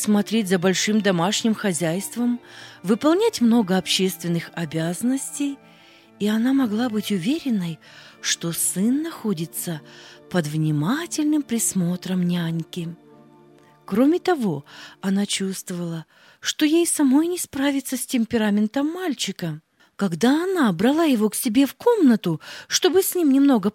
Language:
Russian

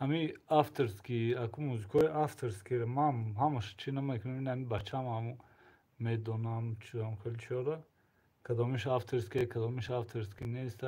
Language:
Tajik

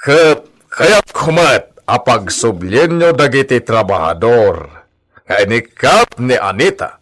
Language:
Iloko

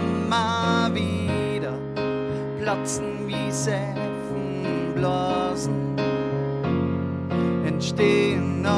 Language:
German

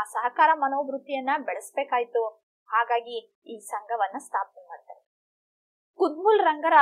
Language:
Kannada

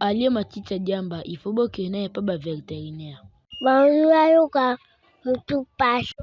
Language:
Lingala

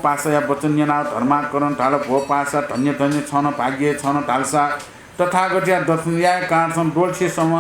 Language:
Newari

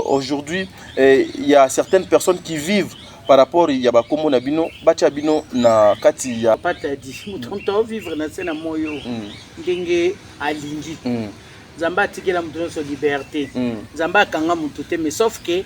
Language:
Lingala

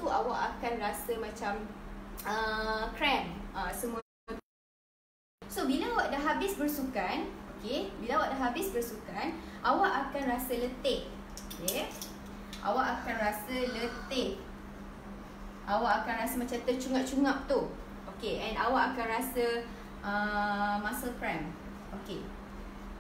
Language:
Malay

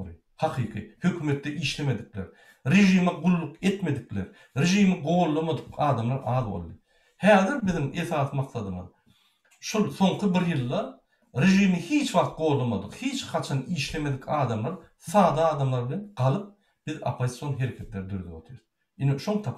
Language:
Turkmen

